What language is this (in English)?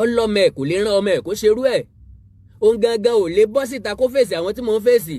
Yoruba